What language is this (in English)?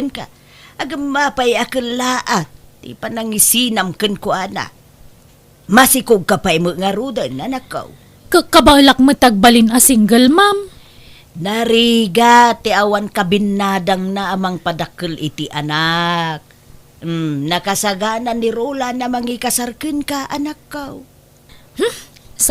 Iloko